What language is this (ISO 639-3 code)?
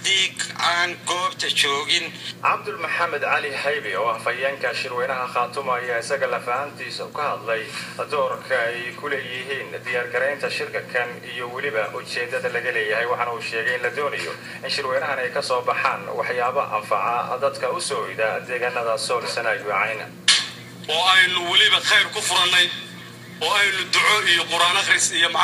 som